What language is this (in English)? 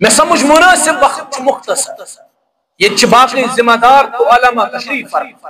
Kashmiri